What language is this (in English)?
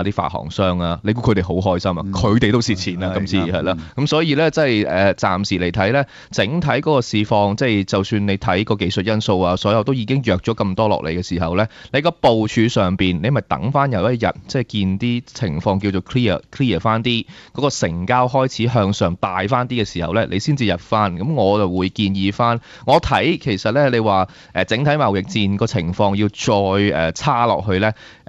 Cantonese